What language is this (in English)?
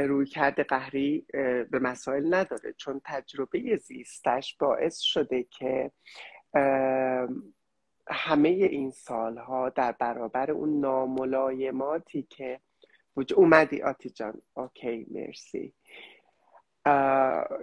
Persian